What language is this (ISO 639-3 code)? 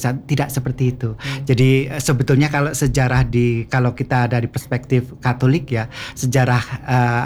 ind